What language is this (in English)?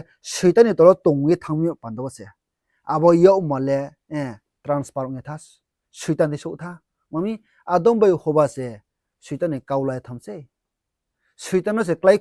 Riang (India)